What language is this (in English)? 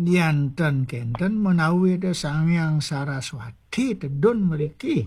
Balinese